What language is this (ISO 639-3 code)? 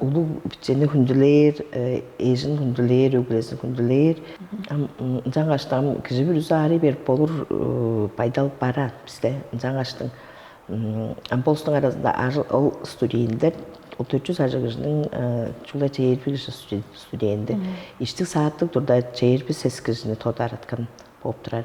tyv